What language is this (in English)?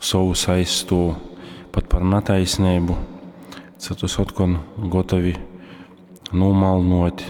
Latgalian